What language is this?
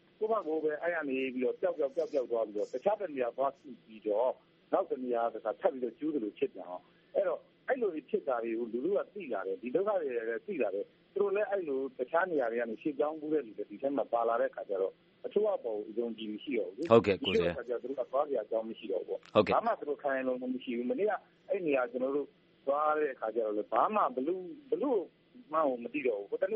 Burmese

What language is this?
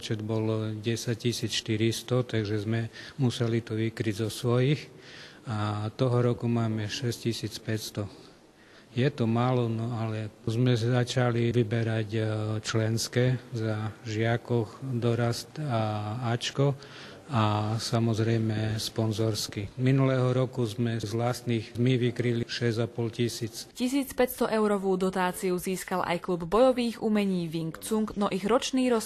Slovak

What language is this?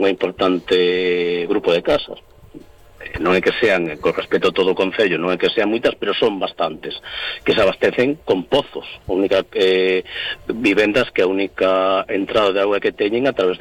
Galician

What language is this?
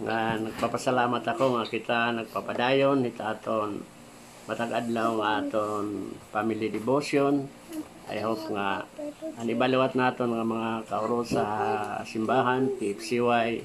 Waray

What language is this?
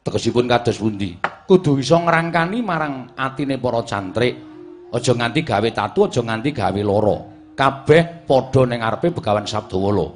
Javanese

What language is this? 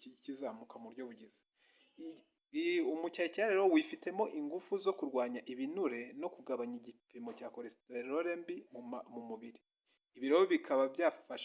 Kinyarwanda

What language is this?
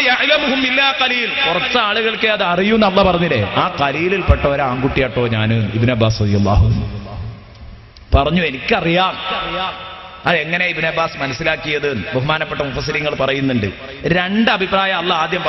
Malayalam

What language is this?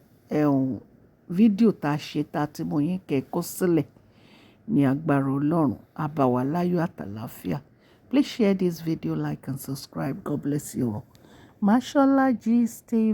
Yoruba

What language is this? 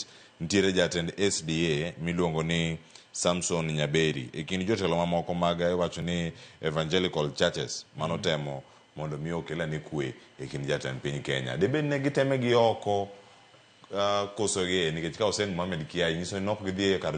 Luo (Kenya and Tanzania)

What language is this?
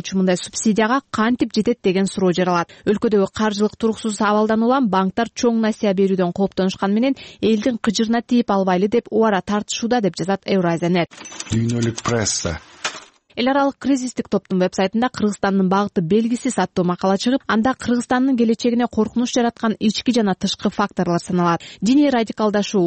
Kyrgyz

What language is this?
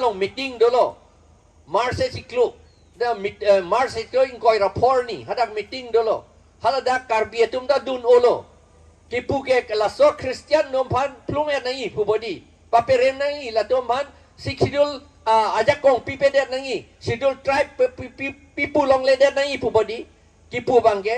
Karbi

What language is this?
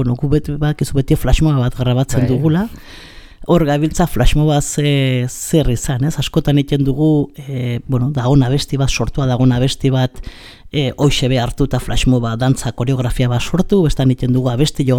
Basque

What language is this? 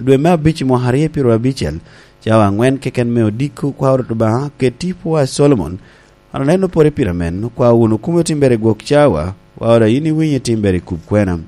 Lango (Uganda)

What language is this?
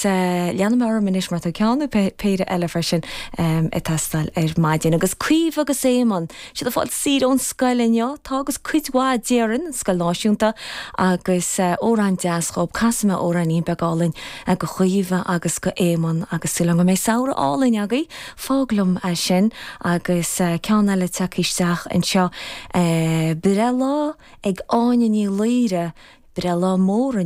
Irish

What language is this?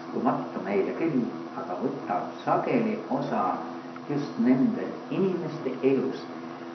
Estonian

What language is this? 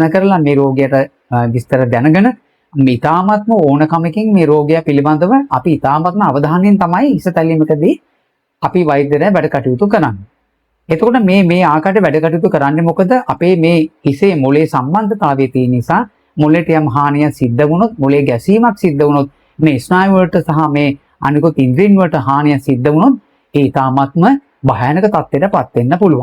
Sinhala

